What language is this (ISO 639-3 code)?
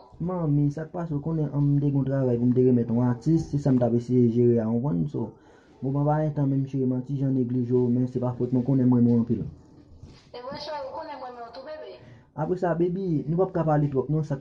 hat